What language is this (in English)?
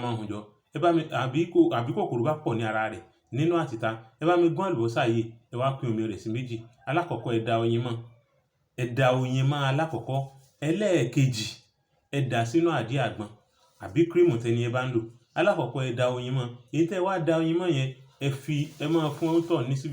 Yoruba